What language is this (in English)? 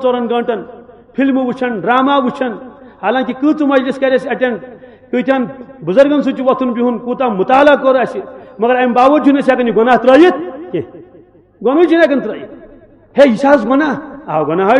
Kashmiri